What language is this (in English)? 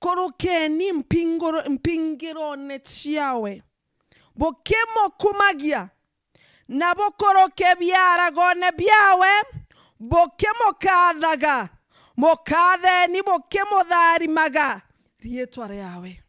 Meru